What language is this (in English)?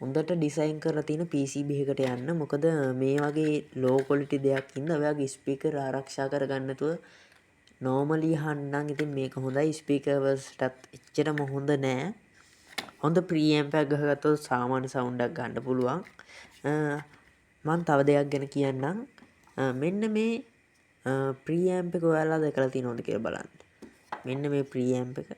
Sinhala